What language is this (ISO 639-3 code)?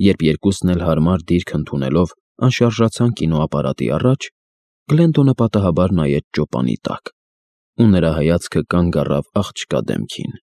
hye